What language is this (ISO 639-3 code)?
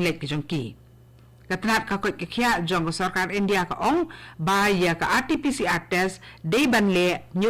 kha